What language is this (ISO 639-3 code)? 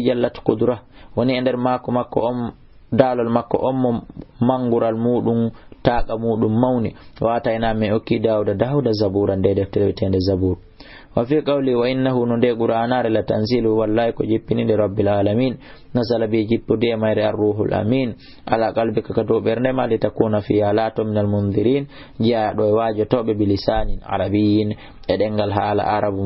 ful